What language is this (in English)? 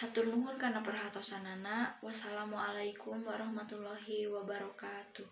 Sundanese